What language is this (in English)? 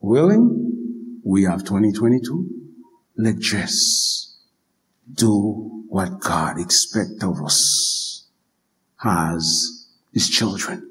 Haitian Creole